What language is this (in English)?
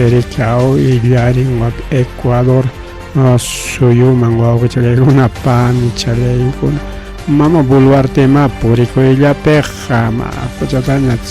Ayacucho Quechua